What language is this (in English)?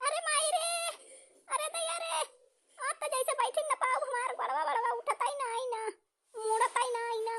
Awadhi